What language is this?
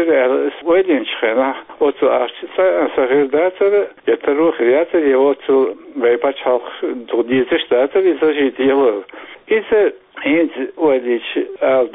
Chechen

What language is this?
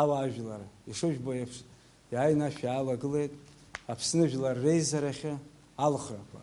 Abkhazian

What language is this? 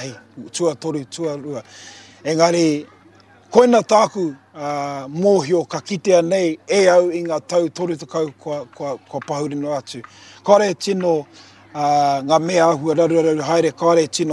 Māori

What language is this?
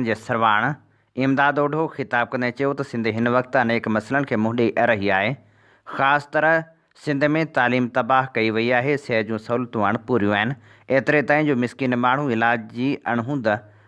Sindhi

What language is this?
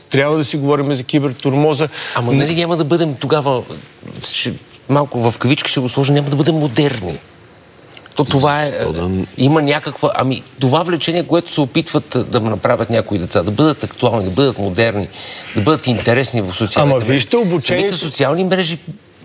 Bulgarian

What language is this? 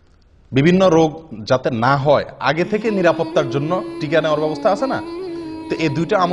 Bangla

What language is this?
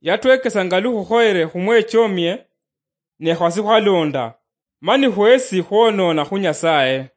Luyia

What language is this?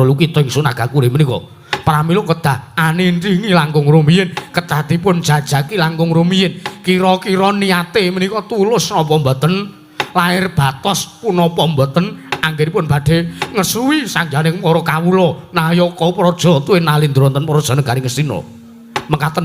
Javanese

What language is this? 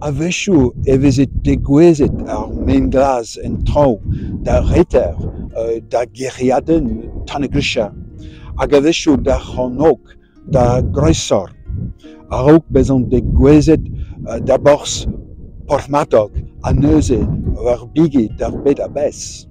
Breton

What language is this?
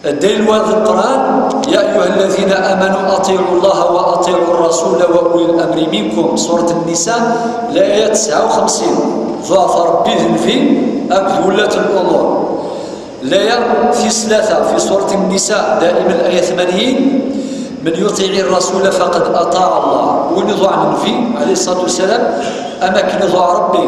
Kabyle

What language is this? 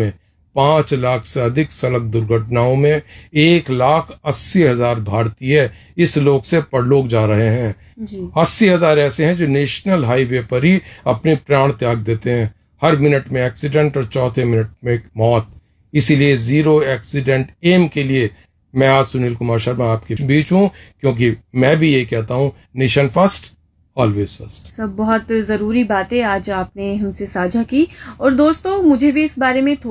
Hindi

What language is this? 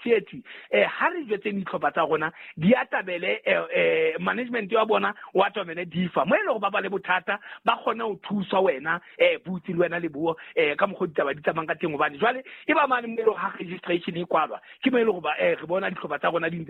Southern Sotho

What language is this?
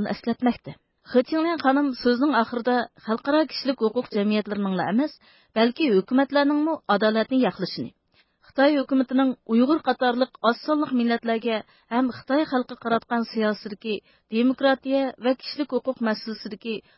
Uyghur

